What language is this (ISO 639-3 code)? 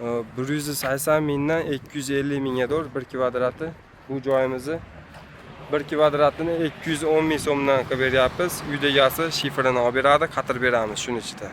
uzb